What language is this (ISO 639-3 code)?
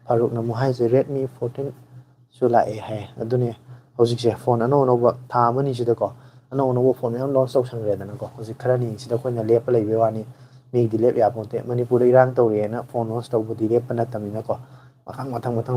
mni